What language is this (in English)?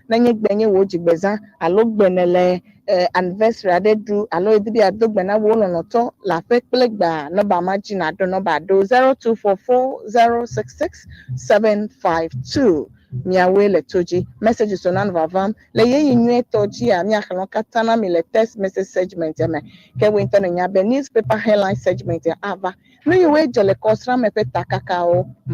Ewe